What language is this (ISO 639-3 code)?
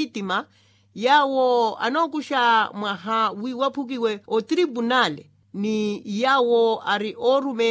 vmw